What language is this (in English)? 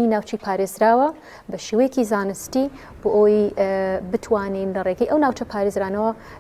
Central Kurdish